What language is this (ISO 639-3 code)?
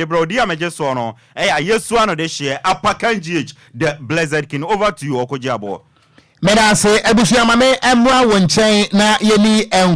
aka